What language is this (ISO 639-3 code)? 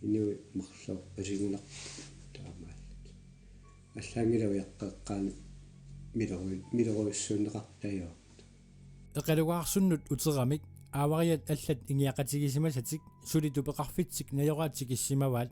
kal